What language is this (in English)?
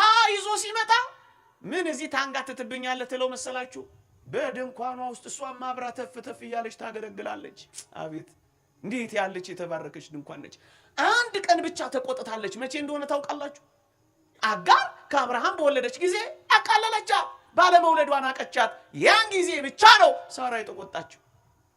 Amharic